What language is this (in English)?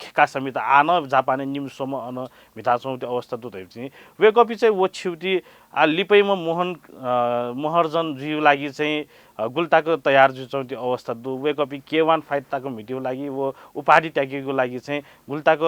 Newari